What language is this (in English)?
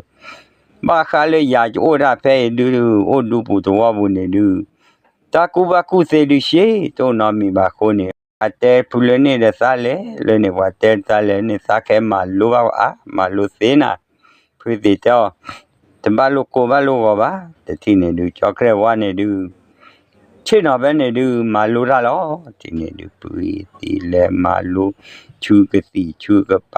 S'gaw Karen